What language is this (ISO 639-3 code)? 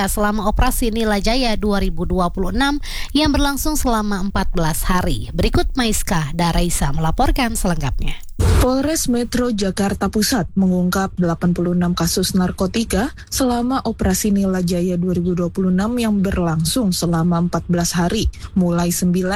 ind